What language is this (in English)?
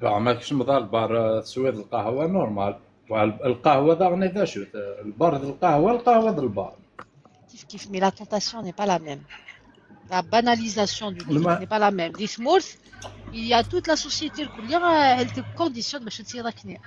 Kabyle